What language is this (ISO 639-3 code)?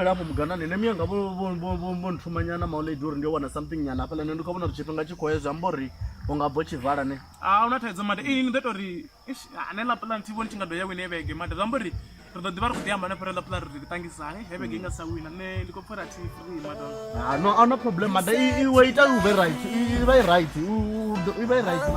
ven